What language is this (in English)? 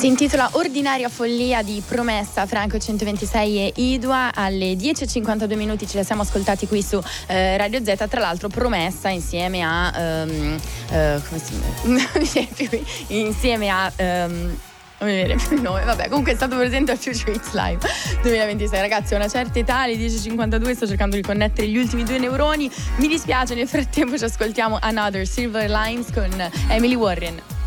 Italian